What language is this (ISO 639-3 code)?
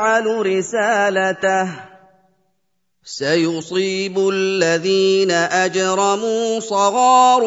ara